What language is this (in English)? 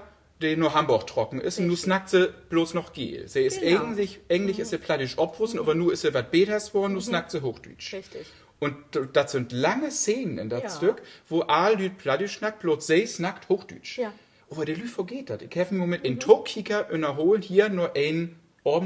Low German